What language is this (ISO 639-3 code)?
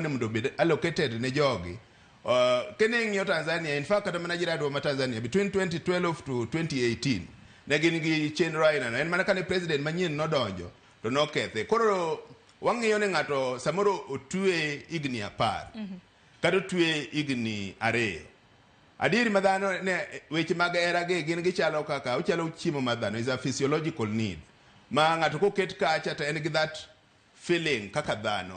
luo